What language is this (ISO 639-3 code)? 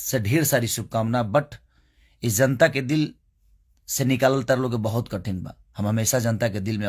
bho